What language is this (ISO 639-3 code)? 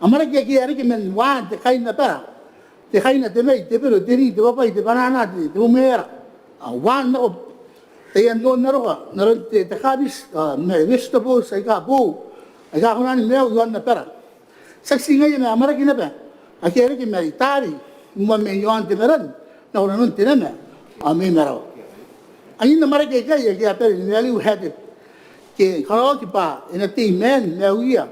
gil